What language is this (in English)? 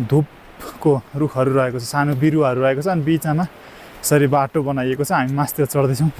Nepali